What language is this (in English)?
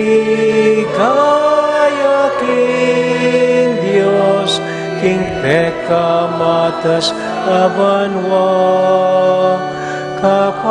Pampanga